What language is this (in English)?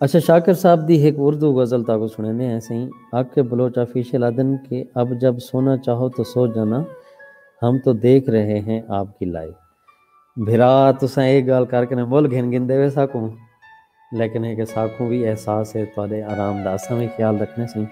Saraiki